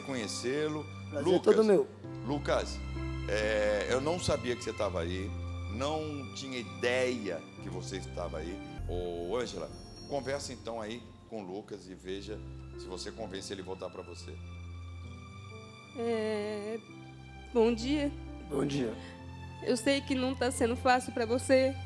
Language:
Portuguese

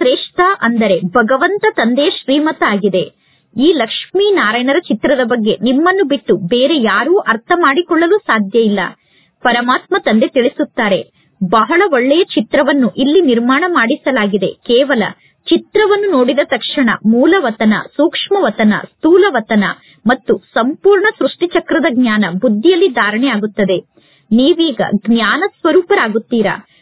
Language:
Kannada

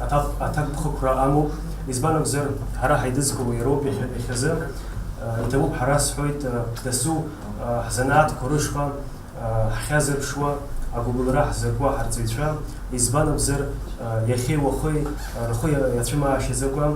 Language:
Abkhazian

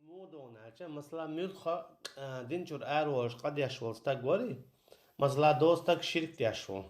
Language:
Chechen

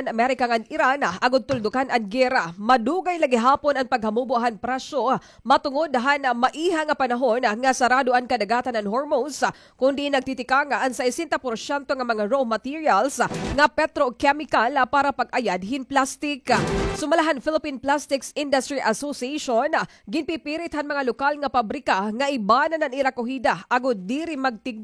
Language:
Waray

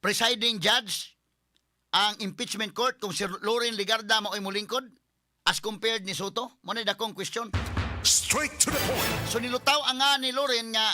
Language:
Cebuano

